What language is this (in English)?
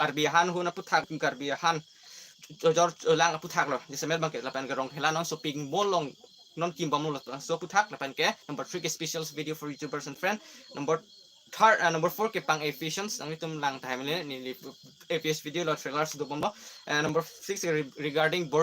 Karbi